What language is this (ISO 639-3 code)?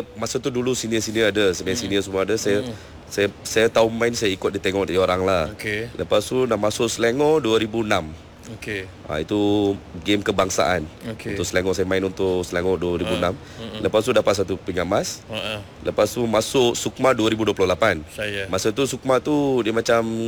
msa